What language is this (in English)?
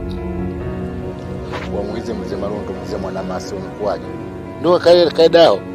Swahili